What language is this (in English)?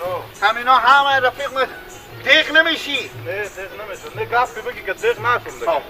Persian